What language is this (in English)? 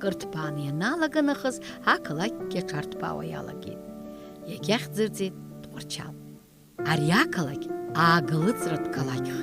Abkhazian